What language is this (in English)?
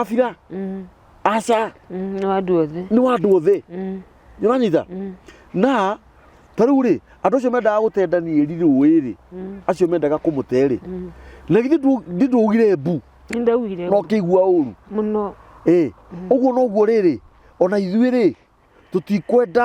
Kikuyu